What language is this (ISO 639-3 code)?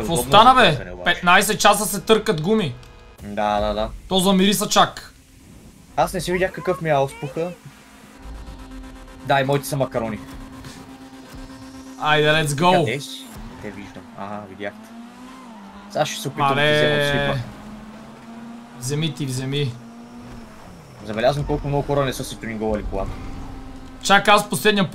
bul